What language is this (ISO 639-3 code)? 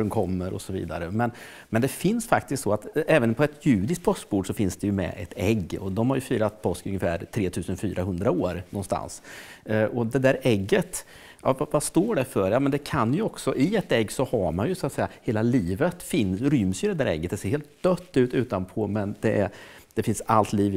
swe